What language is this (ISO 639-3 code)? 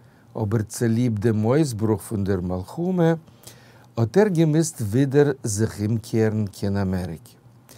yid